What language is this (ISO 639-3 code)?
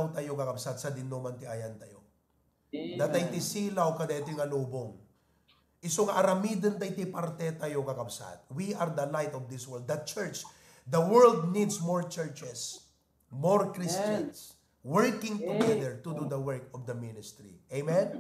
ilo